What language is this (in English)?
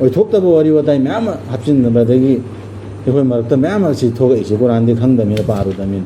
Manipuri